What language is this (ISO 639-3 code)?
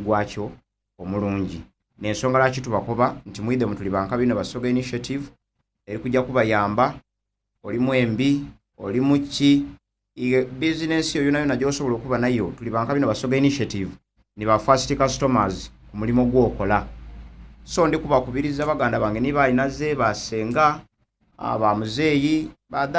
xog